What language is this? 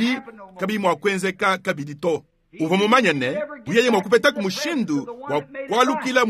Luba-Lulua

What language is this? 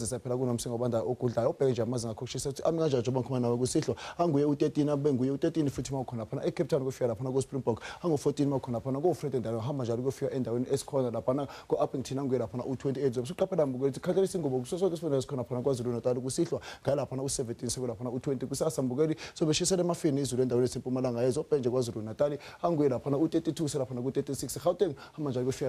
Zulu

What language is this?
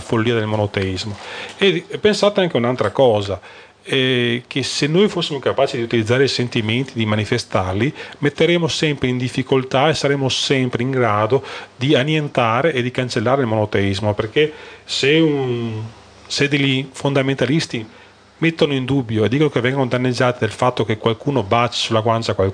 Italian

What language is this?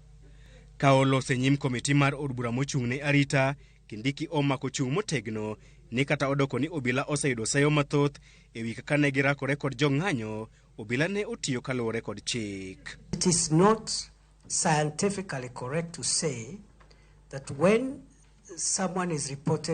Luo (Kenya and Tanzania)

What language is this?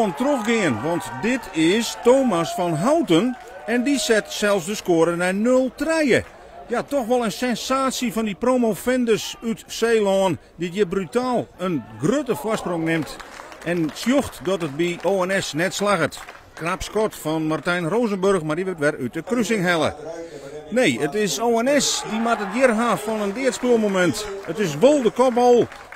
Western Frisian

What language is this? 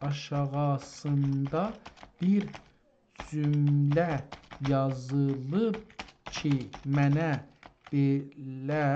South Azerbaijani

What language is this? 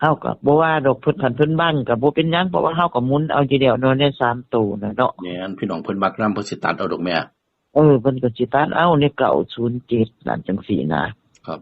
Northeastern Thai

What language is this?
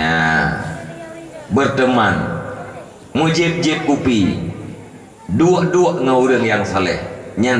Achinese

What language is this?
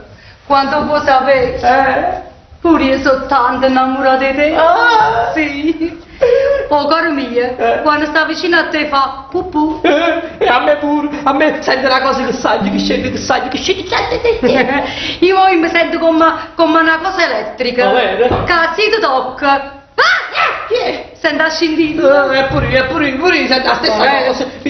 Neapolitan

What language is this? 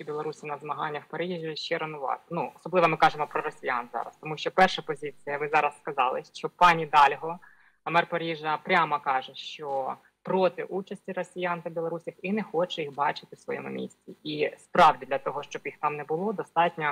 Ukrainian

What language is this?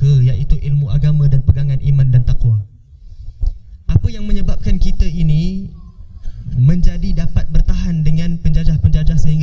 Malay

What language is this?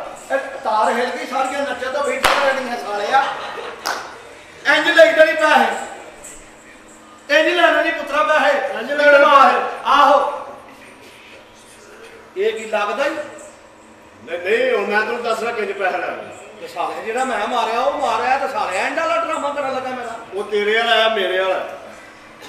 Punjabi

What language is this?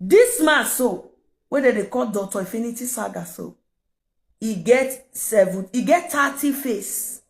Nigerian Pidgin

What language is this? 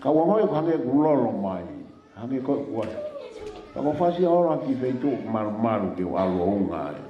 Tongan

